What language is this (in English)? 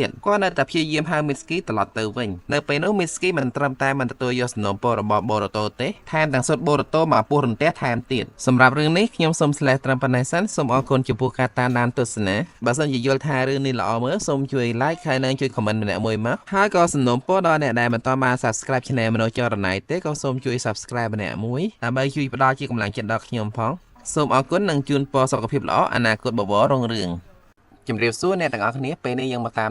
Khmer